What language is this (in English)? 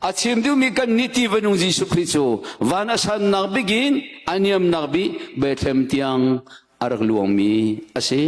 Hakha Chin